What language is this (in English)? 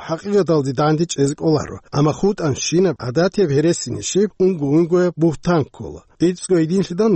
Avaric